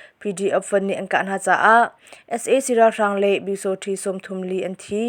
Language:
Hakha Chin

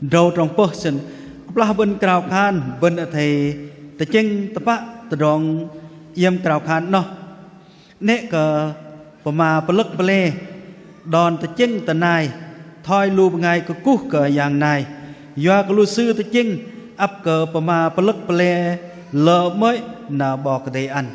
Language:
Bahnar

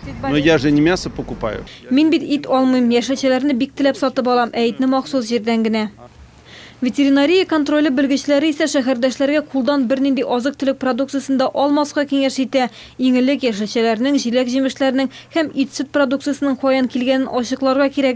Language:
Tatar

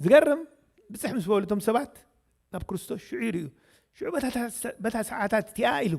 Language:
Tigrinya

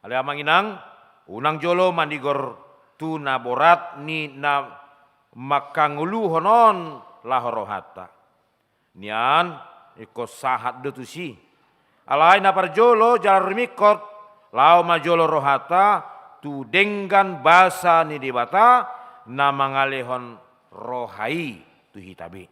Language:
Batak Toba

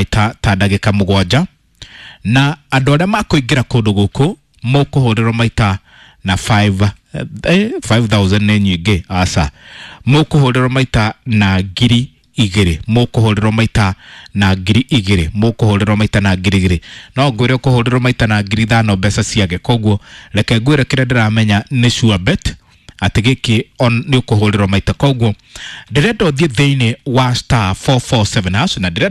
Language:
Kikuyu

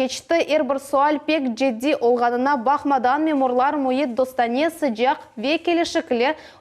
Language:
Crimean Tatar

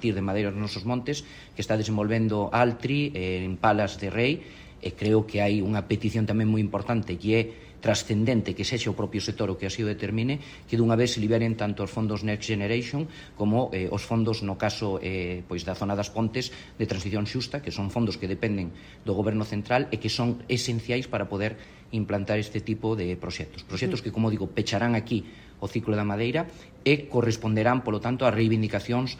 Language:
Galician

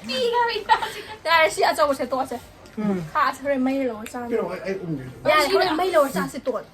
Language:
Manipuri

